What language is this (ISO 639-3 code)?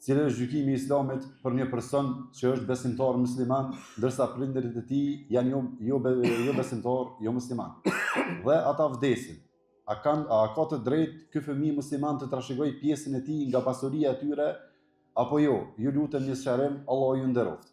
sqi